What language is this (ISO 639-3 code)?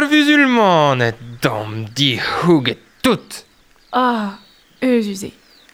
bre